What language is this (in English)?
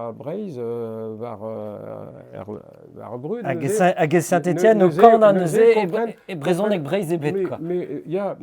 Breton